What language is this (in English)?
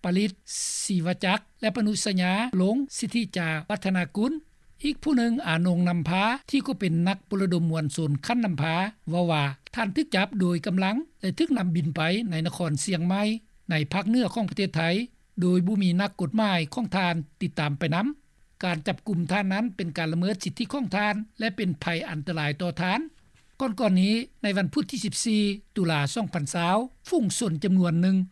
Lao